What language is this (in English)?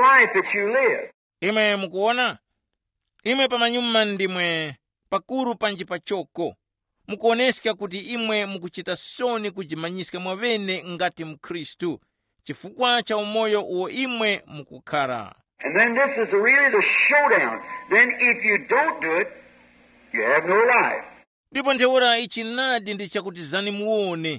Tumbuka